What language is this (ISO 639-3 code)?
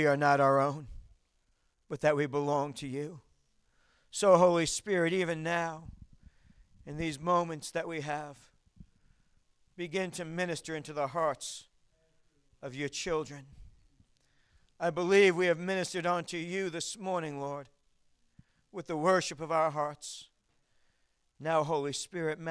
eng